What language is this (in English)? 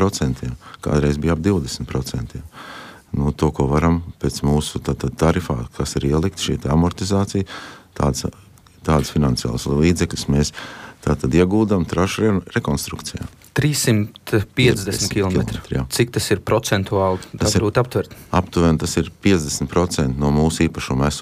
Latvian